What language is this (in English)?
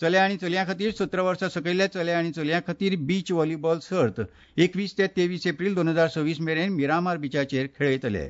Konkani